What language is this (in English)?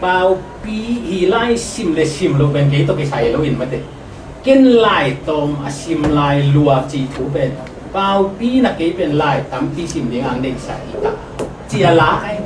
Tedim Chin